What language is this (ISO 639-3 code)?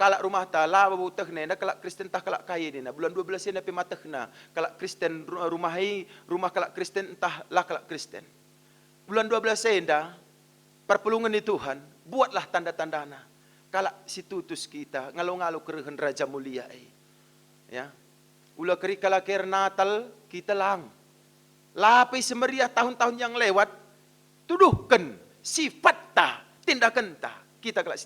btx